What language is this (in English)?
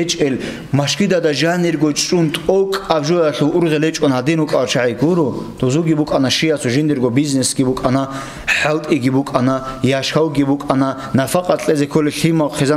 Avaric